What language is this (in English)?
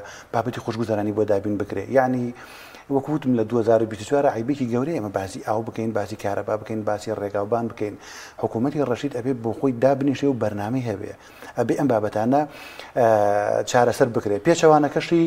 Central Kurdish